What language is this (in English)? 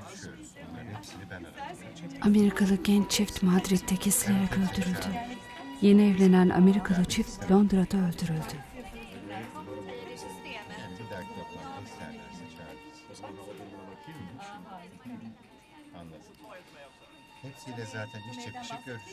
Turkish